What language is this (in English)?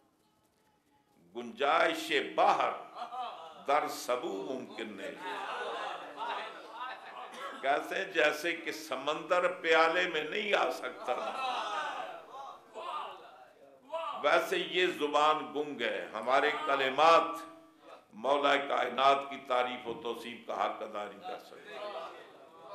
Urdu